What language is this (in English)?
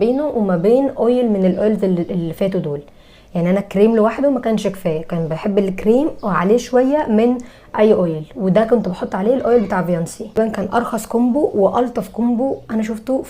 Egyptian Arabic